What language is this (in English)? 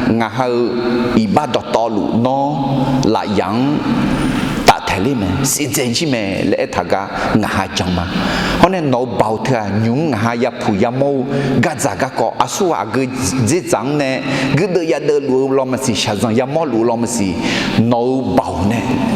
Akha